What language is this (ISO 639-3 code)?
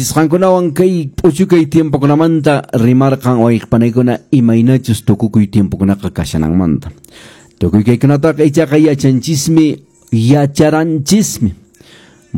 que